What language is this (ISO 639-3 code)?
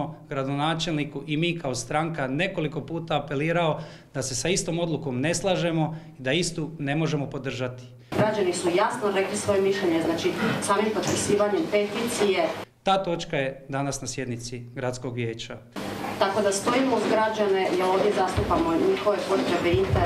hrv